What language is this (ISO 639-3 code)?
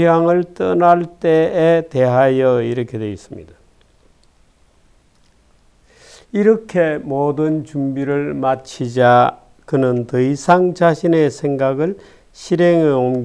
kor